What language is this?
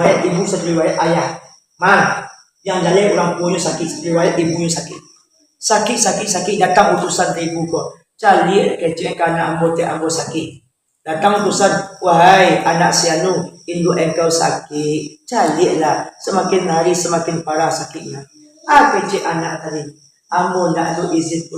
Minangkabau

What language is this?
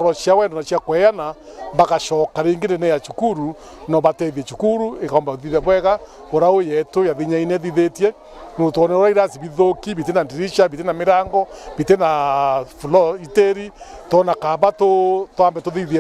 Meru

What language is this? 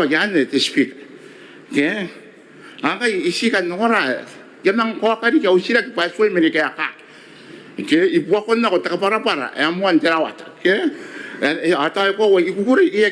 Gilbertese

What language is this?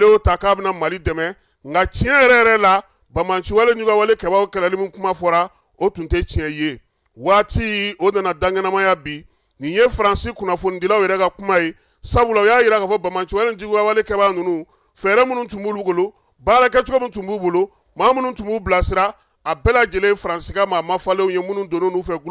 Bambara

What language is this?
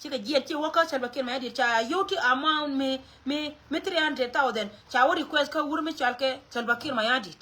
Nuer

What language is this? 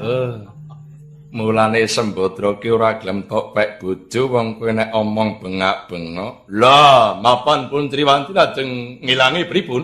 Javanese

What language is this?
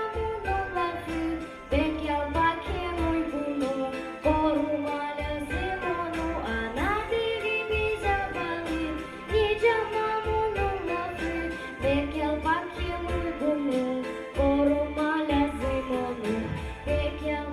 Gagauz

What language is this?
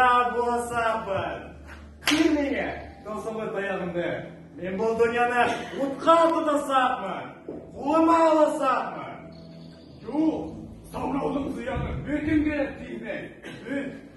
Bashkir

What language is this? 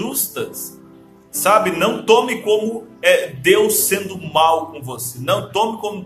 Portuguese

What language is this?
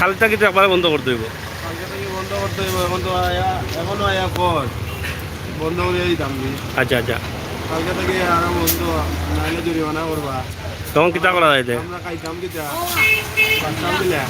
Sylheti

